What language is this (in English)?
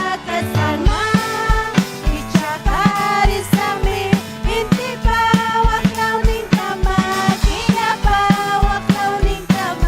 Ayacucho Quechua